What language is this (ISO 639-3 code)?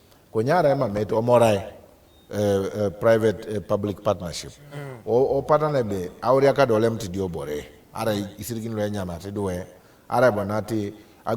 teo